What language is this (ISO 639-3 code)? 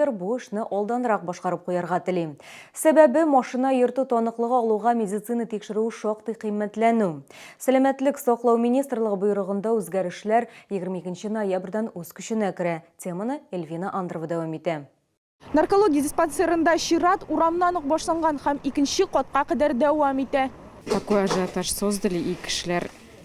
tat